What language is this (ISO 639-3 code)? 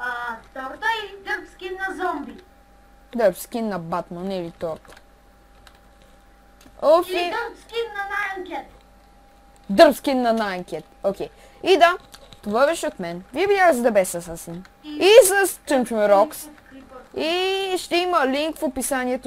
bul